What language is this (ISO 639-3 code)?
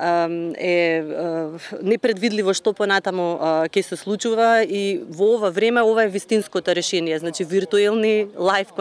mkd